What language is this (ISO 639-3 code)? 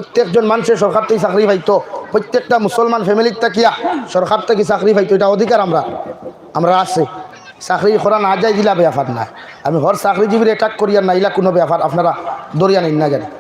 syl